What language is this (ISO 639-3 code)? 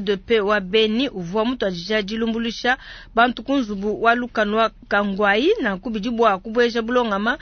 lua